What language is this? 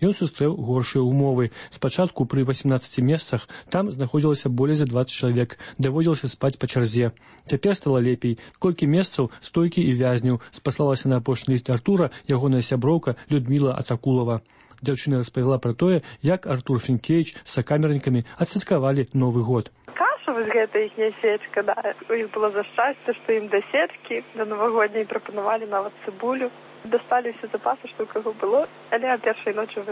Belarusian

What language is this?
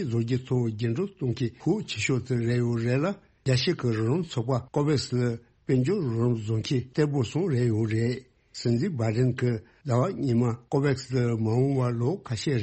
Tibetan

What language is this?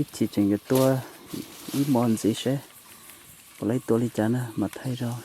Hmong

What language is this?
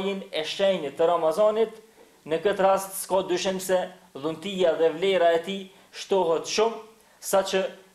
Albanian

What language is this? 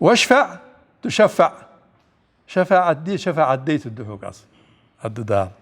Ingush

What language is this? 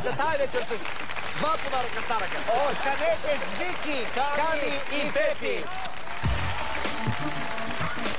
Bulgarian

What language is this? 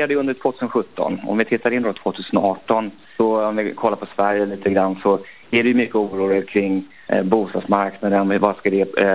Swedish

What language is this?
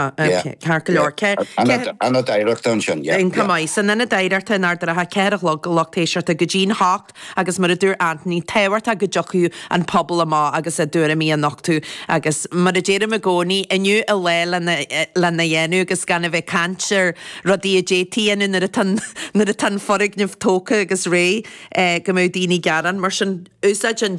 Irish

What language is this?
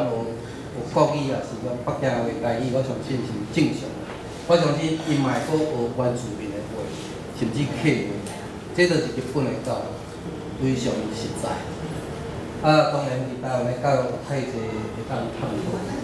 Min Nan Chinese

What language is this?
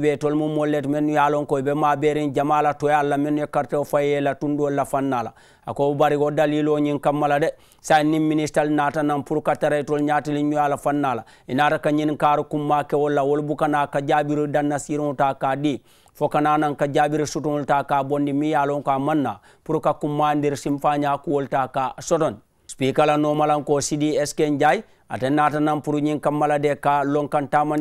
Mandingo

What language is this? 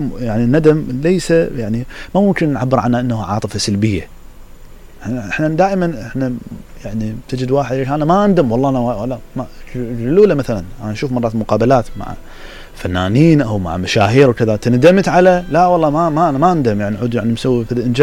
Mesopotamian Arabic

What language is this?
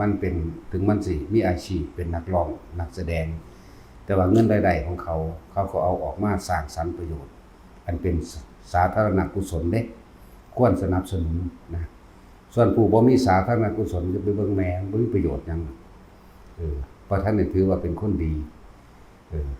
Northeastern Thai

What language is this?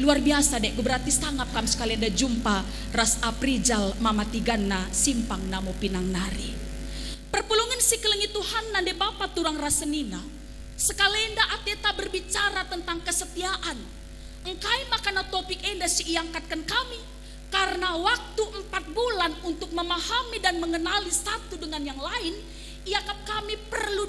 Batak Karo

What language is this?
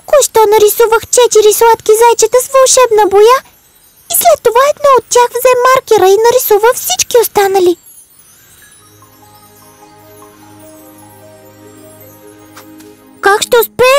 Bulgarian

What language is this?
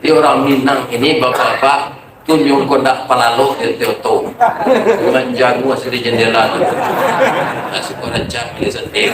Minangkabau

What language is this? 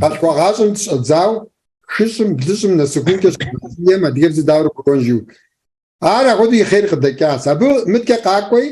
Kabardian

